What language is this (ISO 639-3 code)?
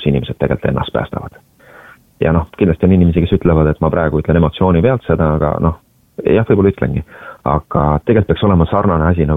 est